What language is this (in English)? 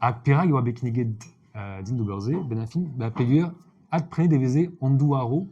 Breton